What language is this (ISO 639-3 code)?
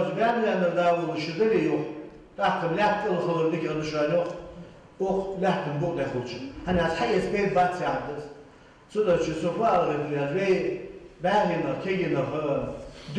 inh